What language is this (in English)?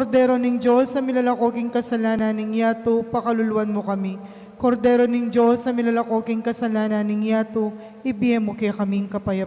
Pampanga